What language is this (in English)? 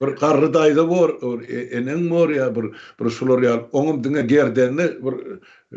Turkmen